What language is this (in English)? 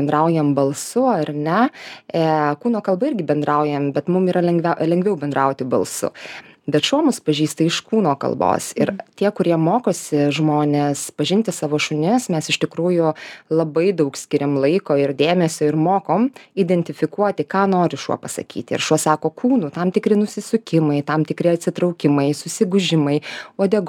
Lithuanian